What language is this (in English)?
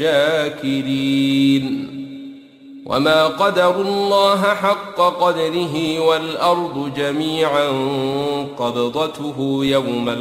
Arabic